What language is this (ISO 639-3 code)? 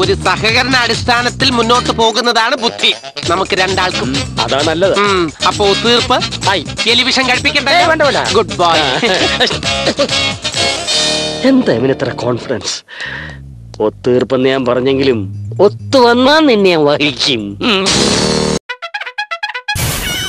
mal